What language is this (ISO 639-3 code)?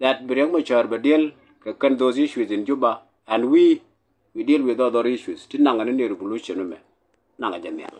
nus